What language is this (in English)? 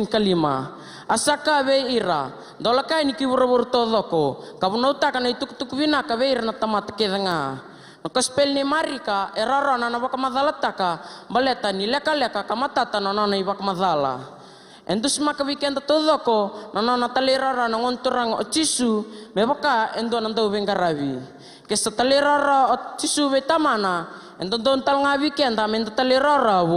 Fijian